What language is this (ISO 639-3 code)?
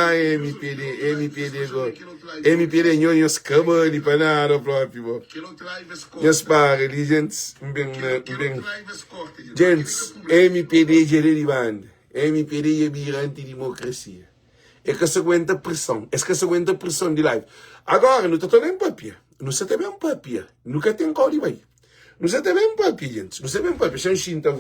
kea